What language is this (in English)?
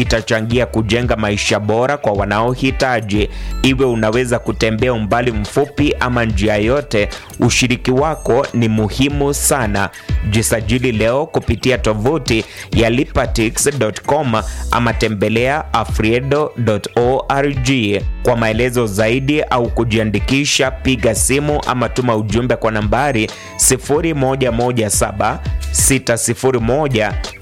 Swahili